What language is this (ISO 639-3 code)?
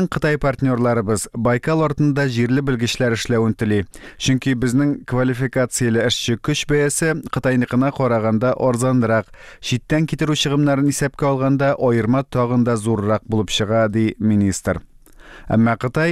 tat